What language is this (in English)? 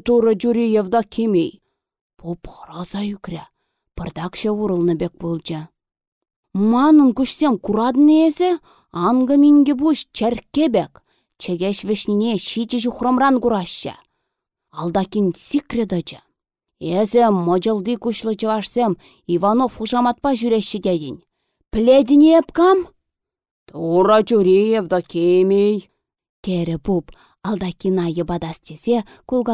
Chuvash